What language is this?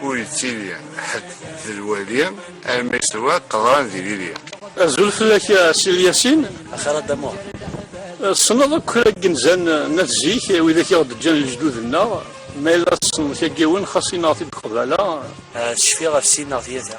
Kabyle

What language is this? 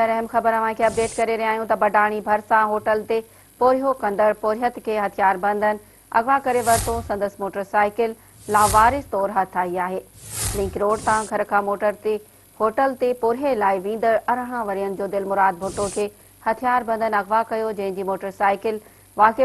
Sindhi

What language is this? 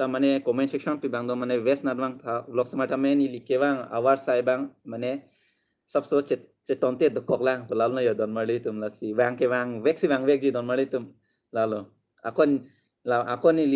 Karbi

